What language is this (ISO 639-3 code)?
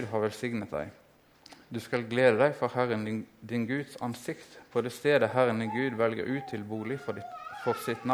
nor